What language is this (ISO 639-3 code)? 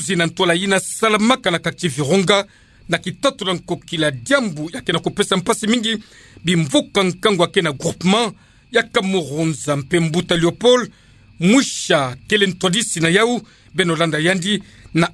ktu